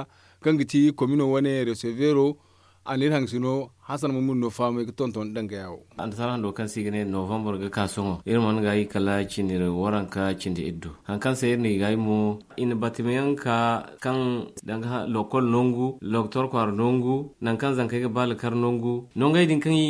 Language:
Zarma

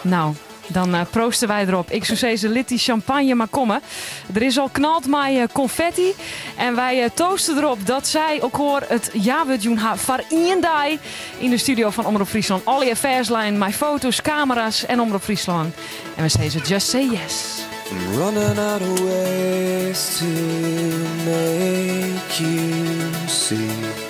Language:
Western Frisian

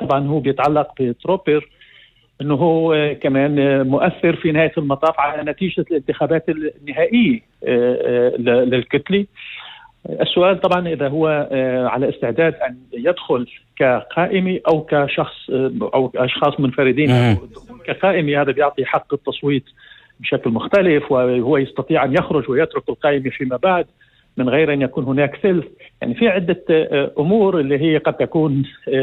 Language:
North Levantine Arabic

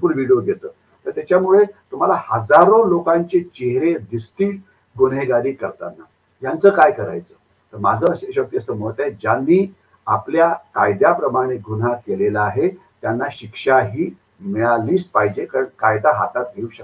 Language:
Marathi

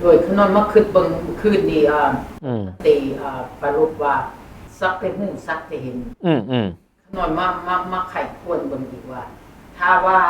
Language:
Northeastern Thai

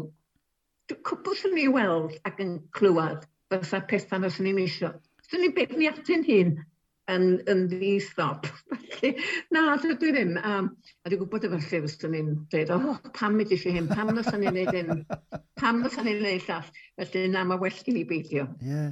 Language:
Welsh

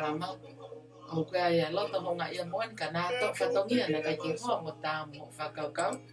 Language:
Tongan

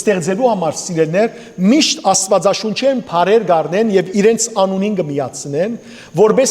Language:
Western Armenian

